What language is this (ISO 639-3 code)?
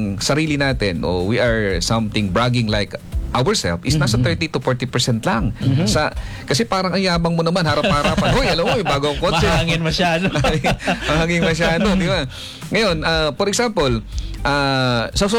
fil